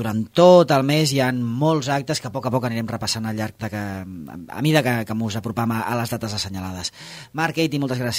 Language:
Catalan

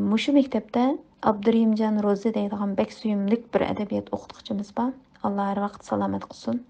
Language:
Uyghur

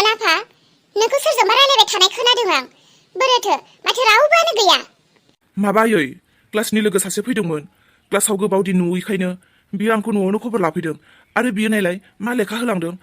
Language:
Bodo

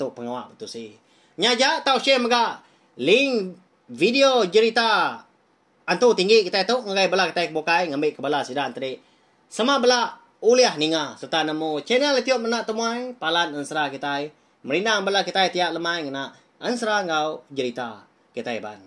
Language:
Iban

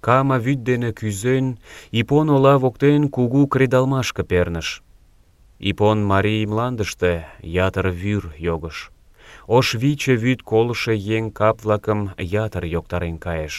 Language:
Mari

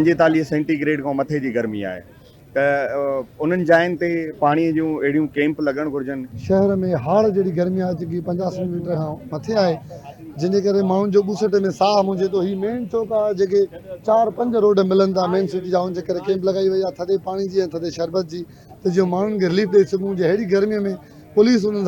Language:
Sindhi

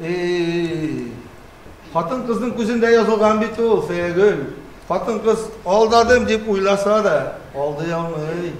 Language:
Bashkir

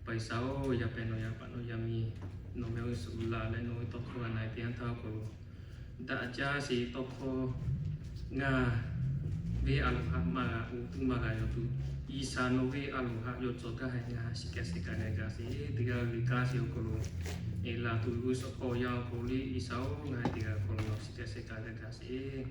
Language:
Lahu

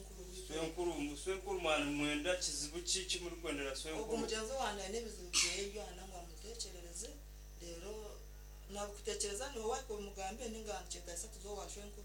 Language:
Nyankole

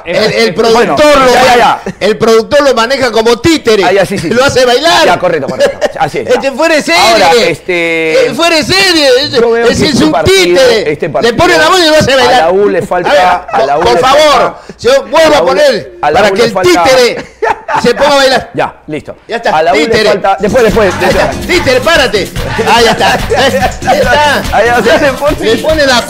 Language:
Spanish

